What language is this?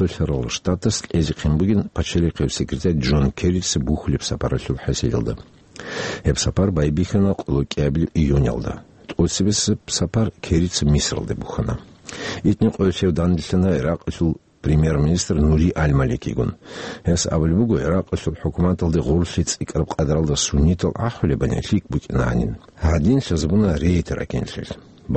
Avaric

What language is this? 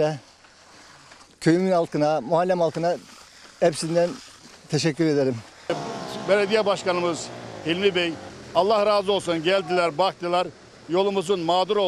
Turkish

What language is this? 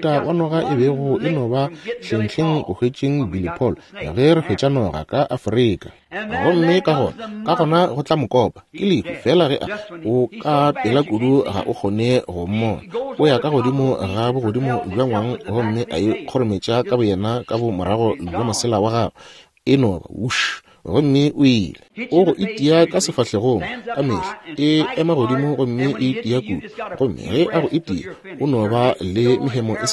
Northern Sotho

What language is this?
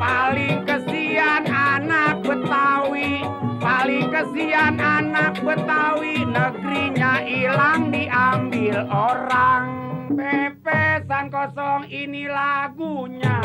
Betawi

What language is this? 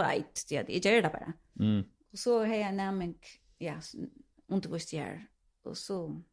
Faroese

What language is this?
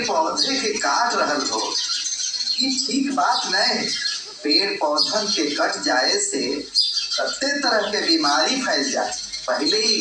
Magahi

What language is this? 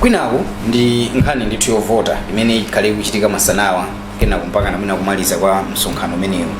Nyanja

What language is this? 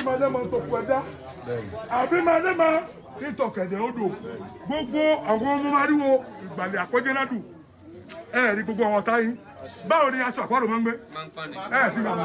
Yoruba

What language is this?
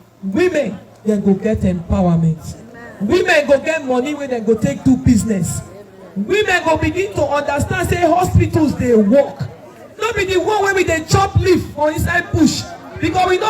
Nigerian Pidgin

